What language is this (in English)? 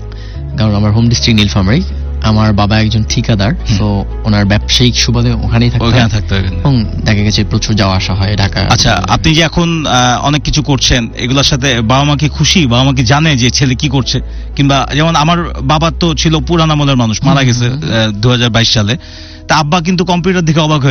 Bangla